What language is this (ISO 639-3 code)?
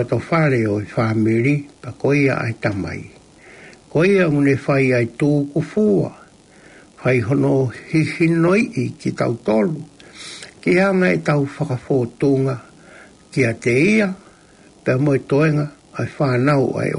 ton